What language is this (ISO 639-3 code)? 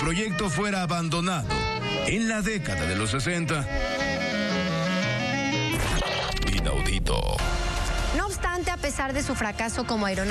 spa